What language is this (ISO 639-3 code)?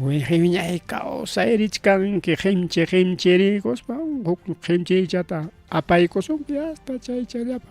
quy